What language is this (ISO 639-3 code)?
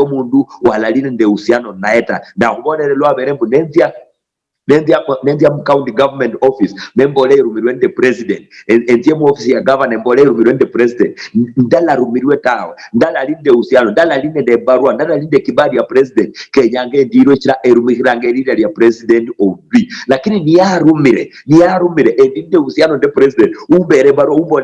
luy